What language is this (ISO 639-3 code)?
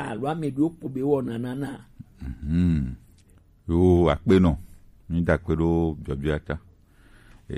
gej